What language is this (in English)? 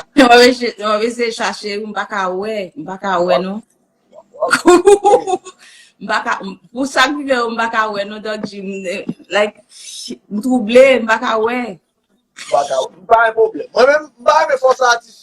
Haitian Creole